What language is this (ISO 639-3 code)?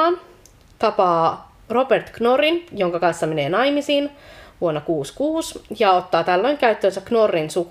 fin